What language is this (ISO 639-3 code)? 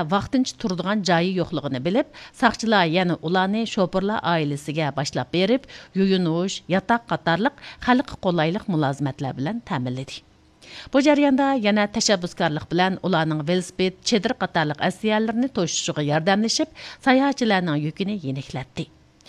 uig